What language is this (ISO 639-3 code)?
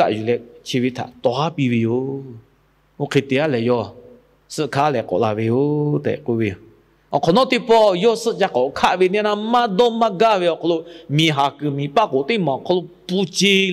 lhu